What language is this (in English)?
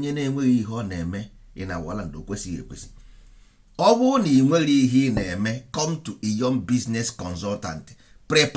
Igbo